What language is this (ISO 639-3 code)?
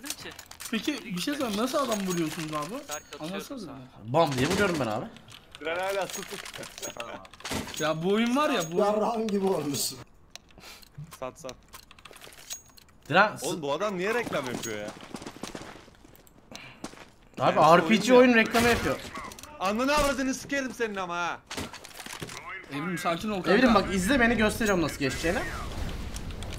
tur